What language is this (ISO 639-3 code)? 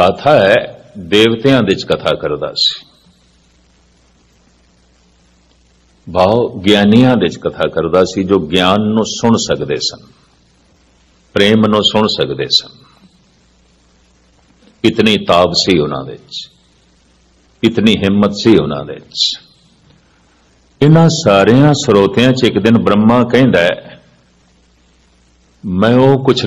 pan